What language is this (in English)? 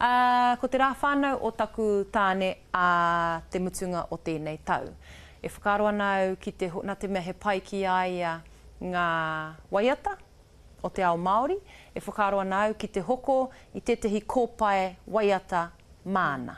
Māori